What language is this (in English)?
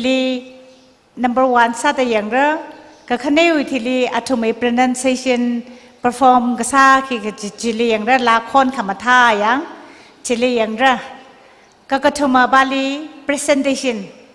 Tangkhul Naga (India)